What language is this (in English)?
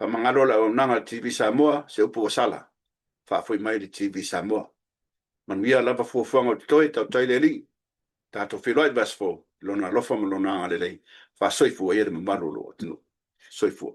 Samoan